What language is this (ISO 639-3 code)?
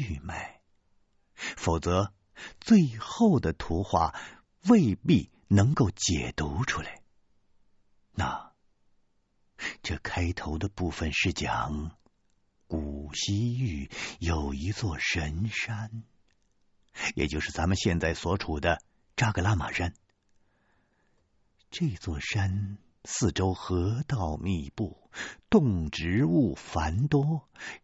zho